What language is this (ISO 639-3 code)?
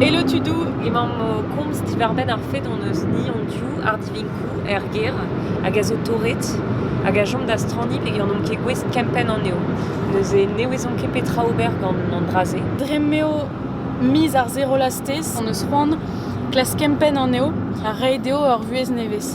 bre